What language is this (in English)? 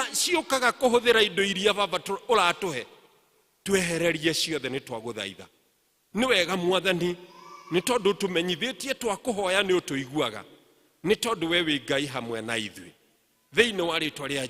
Kikuyu